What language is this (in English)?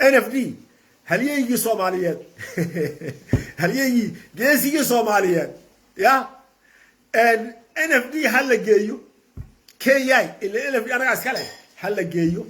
Somali